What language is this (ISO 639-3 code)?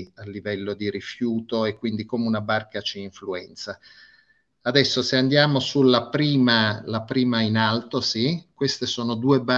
ita